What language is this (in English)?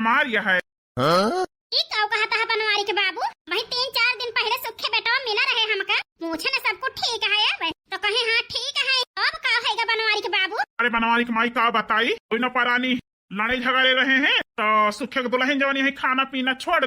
Awadhi